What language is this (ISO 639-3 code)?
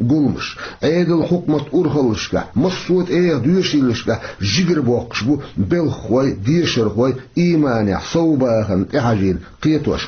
che